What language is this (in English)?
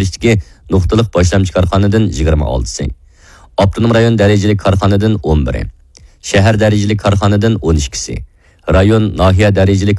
Uyghur